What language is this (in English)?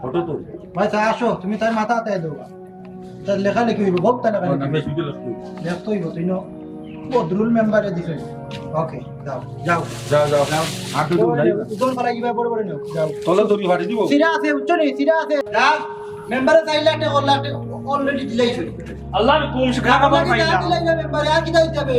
Sylheti